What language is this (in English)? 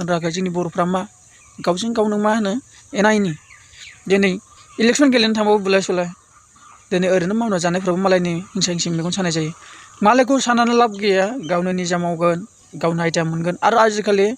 Bodo